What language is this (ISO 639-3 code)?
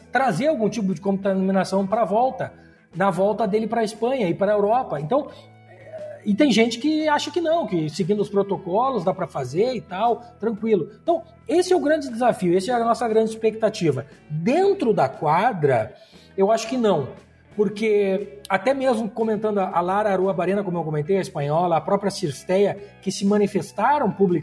por